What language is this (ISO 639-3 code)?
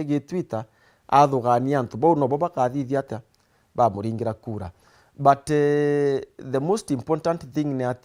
mer